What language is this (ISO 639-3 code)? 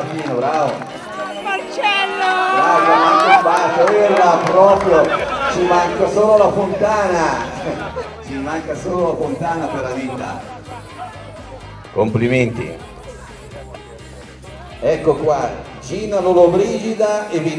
ita